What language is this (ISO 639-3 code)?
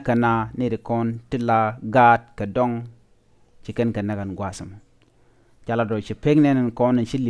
nus